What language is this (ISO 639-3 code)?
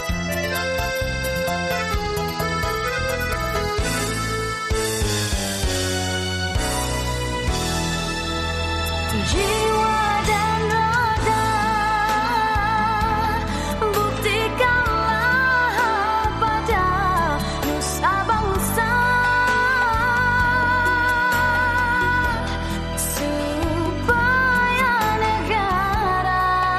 msa